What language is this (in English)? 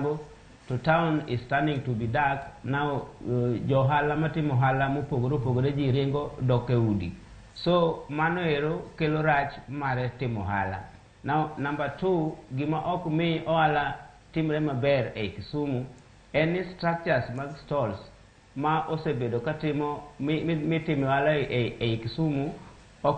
Luo (Kenya and Tanzania)